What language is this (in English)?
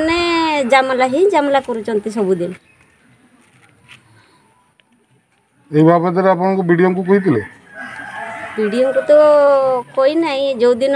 Odia